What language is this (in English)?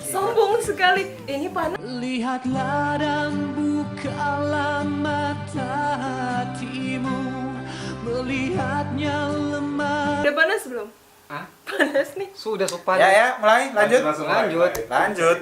Manado Malay